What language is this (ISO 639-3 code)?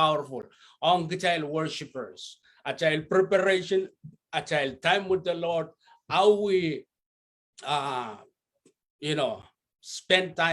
pon